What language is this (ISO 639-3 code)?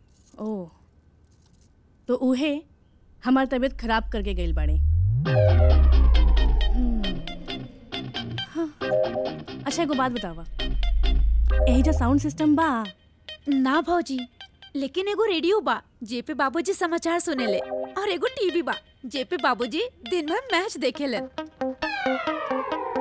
bho